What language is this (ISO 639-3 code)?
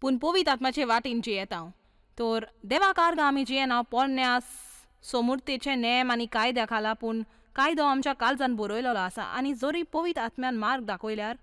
kok